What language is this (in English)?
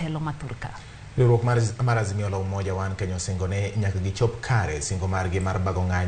Luo (Kenya and Tanzania)